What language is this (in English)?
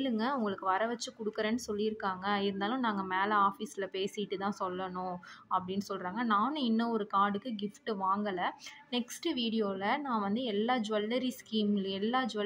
Tamil